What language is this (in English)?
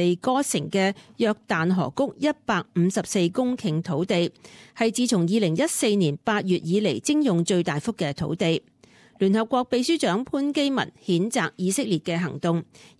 Cantonese